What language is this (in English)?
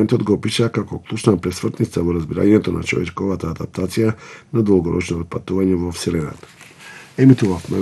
Macedonian